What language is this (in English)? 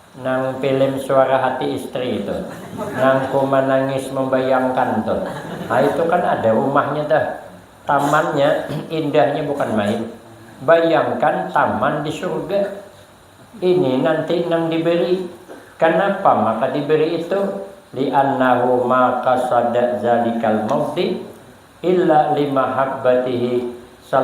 Banjar